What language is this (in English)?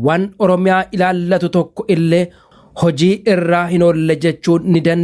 Oromo